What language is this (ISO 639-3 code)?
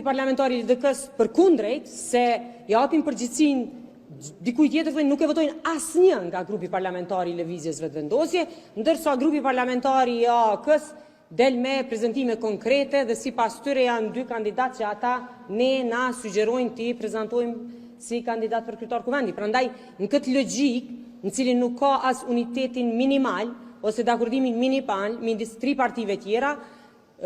sqi